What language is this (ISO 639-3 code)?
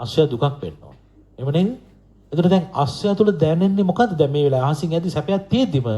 sin